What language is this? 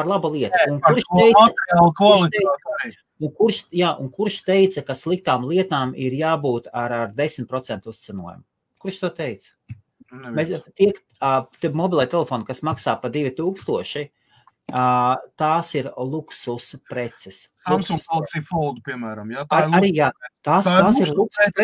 Latvian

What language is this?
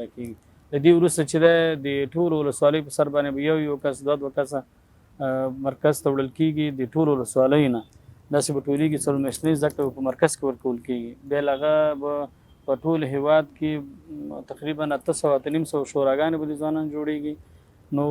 Pashto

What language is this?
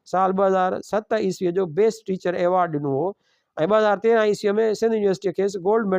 Sindhi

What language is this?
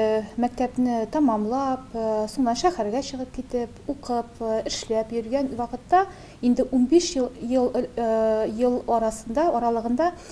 Tatar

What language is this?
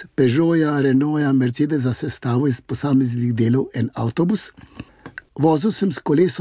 Slovenian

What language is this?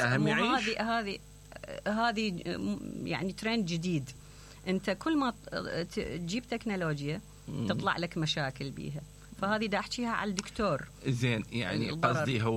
Mesopotamian Arabic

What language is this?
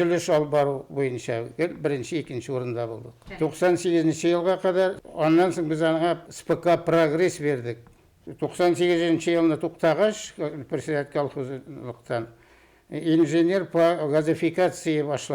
Bashkir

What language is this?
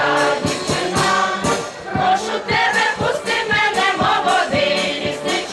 Rusyn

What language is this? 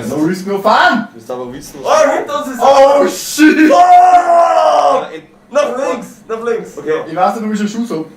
Bavarian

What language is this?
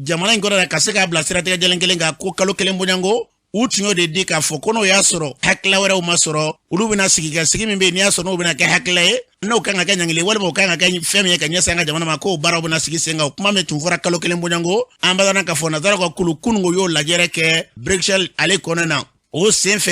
Bambara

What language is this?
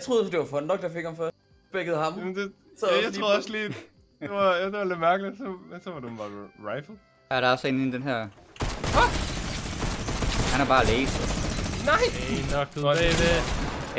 Danish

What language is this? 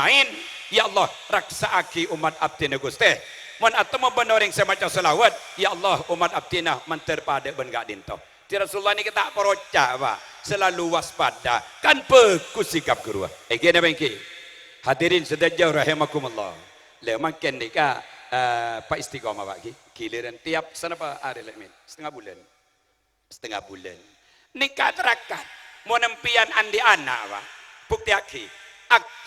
Madurese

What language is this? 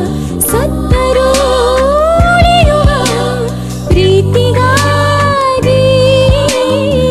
Kannada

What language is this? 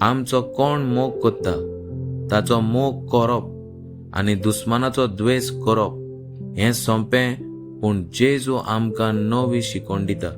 Konkani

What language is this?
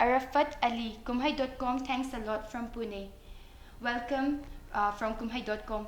Manipuri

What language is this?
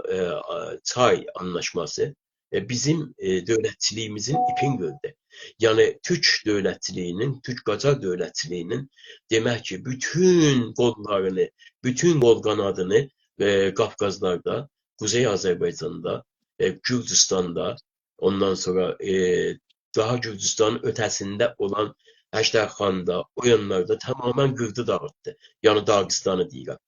South Azerbaijani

